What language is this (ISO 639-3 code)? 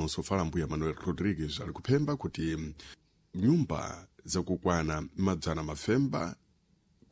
seh